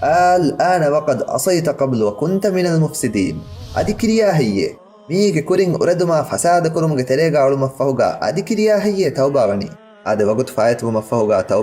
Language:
Divehi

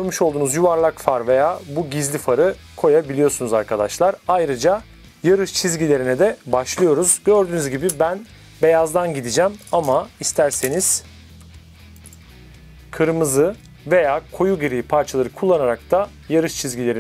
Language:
Turkish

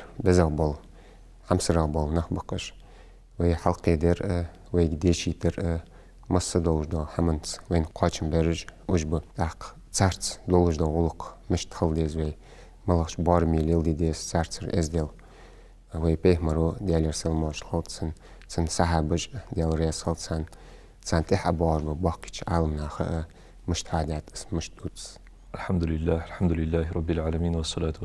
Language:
Ingush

